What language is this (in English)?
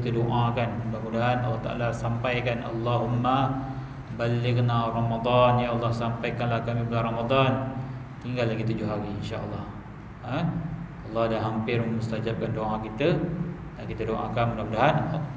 Malay